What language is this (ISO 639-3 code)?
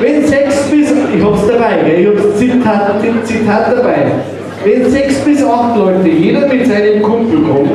bar